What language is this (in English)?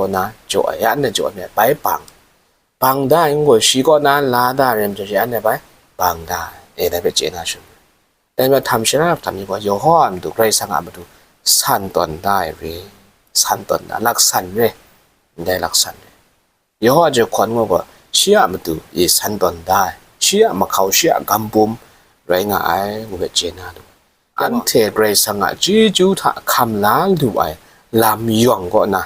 Kachin